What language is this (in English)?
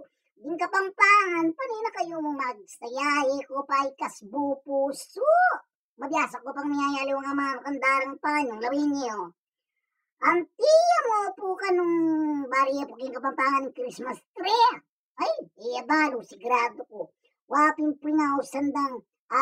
Pampanga